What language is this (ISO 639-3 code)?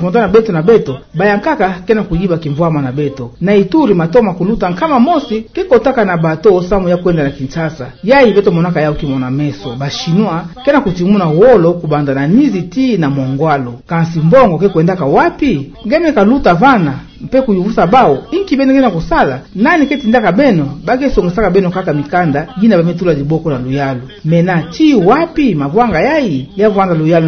ktu